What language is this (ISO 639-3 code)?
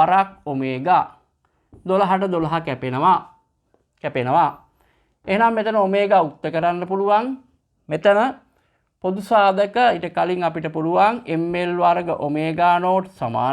sin